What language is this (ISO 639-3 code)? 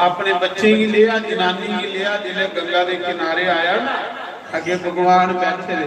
doi